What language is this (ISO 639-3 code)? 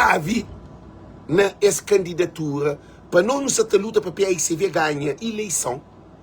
kea